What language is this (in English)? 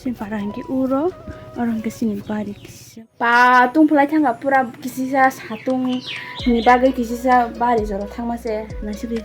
Kok Borok